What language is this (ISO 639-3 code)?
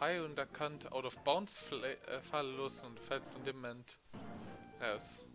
ltz